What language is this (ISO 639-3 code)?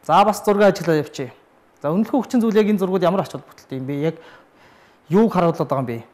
mon